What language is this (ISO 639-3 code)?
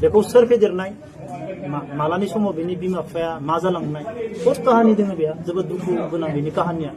brx